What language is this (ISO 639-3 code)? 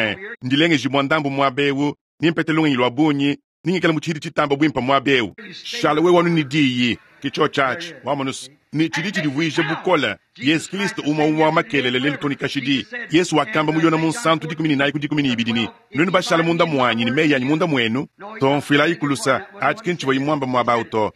lua